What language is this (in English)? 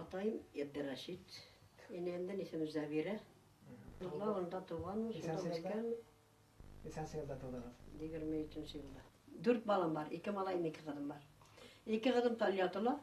Bashkir